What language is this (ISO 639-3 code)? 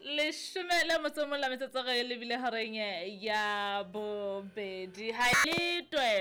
sot